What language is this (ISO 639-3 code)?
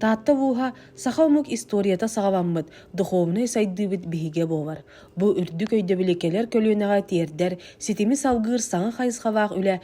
sah